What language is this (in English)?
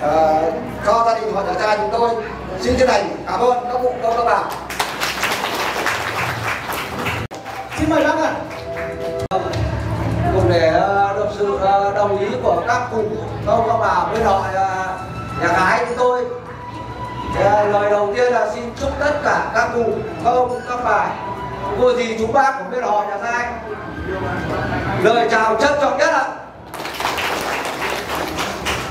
Vietnamese